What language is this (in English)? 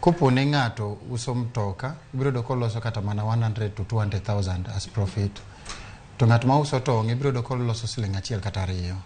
Luo (Kenya and Tanzania)